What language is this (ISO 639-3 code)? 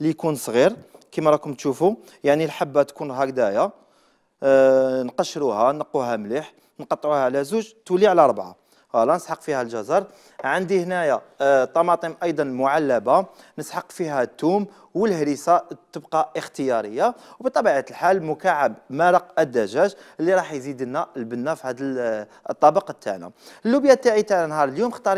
arq